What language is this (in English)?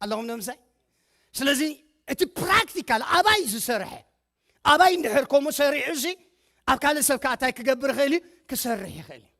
Tigrinya